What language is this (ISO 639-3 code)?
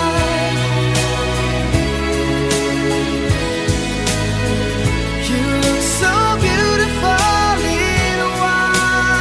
vie